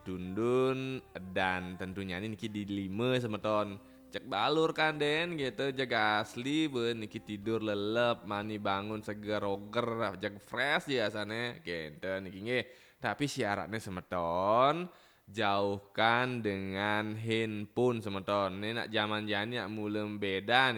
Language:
Balinese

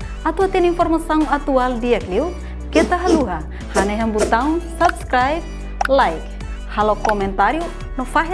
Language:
Tetum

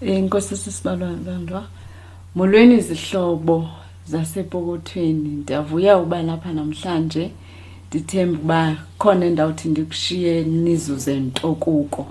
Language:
Xhosa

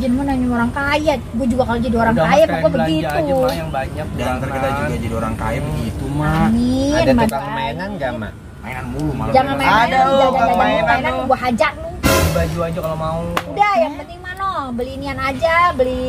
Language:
Betawi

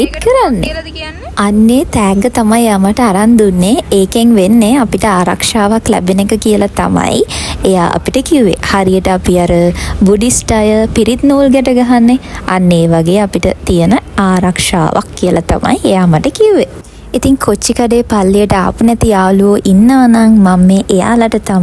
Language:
Sinhala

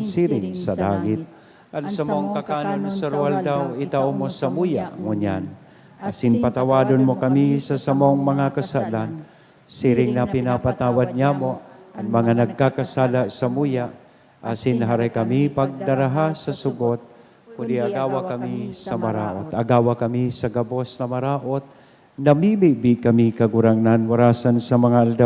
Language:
Bikol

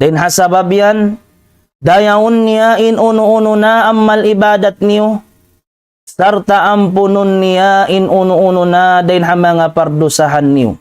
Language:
Tausug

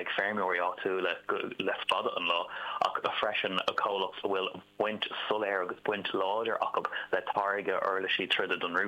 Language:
Irish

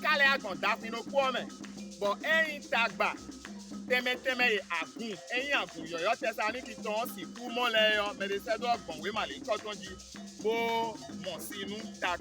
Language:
Fon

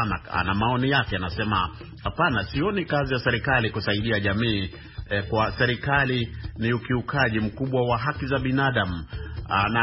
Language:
Swahili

